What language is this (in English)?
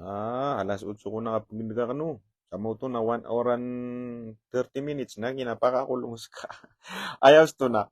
Maranao